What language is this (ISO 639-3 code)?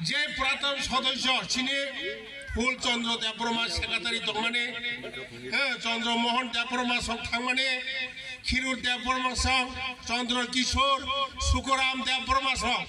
trp